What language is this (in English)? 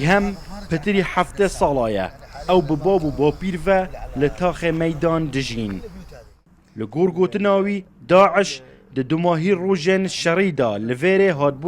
Kurdish